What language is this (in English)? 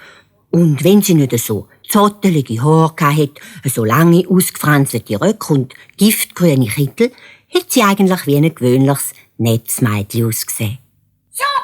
Swiss German